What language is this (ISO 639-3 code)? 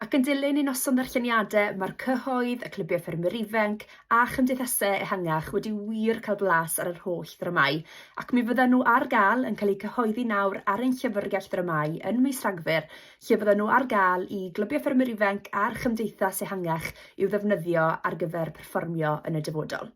cym